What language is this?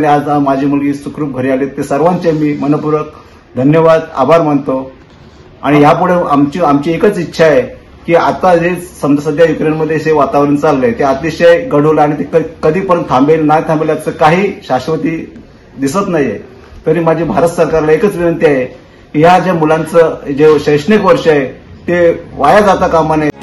Marathi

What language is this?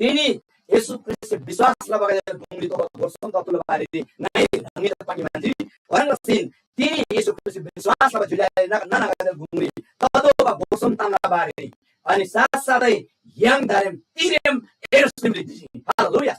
Eastern Tamang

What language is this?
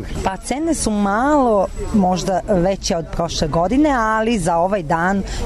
Serbian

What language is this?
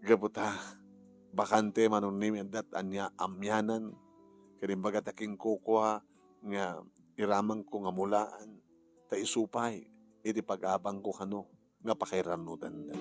Iloko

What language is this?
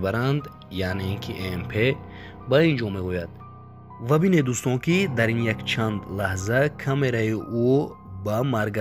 Tajik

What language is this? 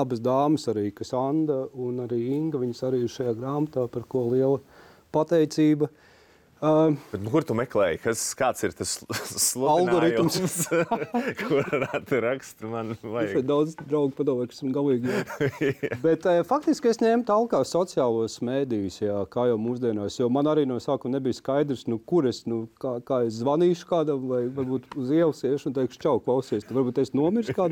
Latvian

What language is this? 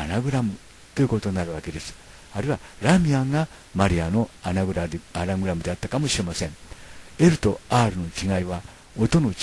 Japanese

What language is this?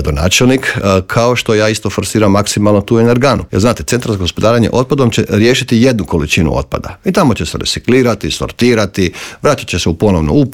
Croatian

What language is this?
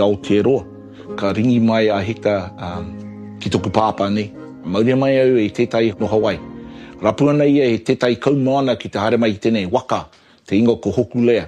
Māori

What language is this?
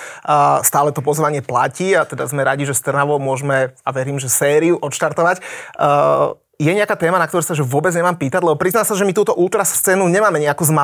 Slovak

